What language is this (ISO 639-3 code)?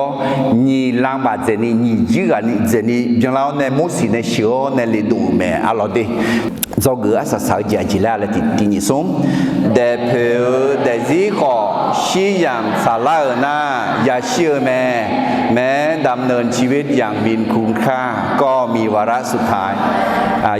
ahk